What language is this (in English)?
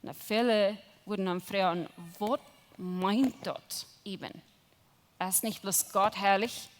Plautdietsch